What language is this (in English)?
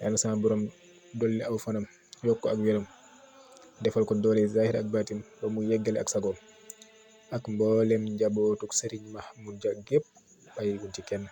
Wolof